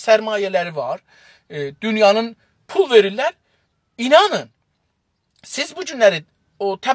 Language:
South Azerbaijani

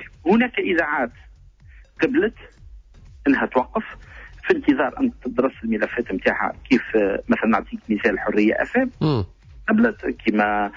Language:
Tunisian Arabic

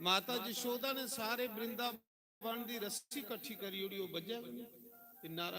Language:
Dogri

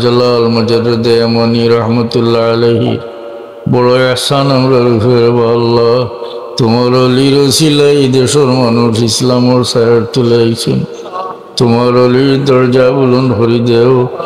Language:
Sylheti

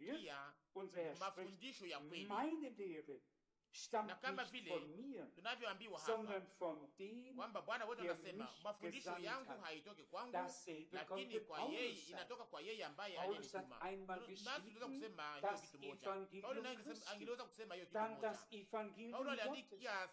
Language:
Swahili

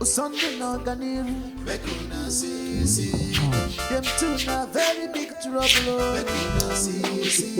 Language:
Nigerian Pidgin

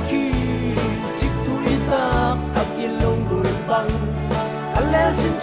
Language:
Tedim Chin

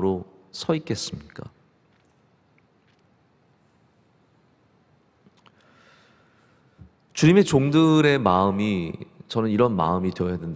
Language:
Korean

